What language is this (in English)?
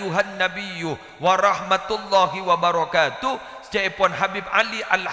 Madurese